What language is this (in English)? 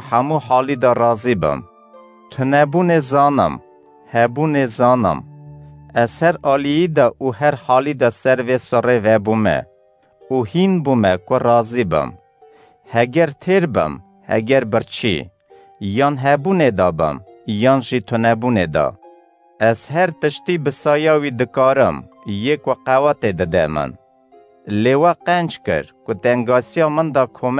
Kurdish